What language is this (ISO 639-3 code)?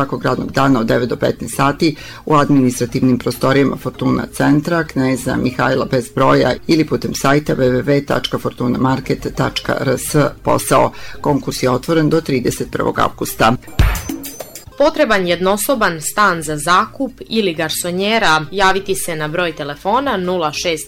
srp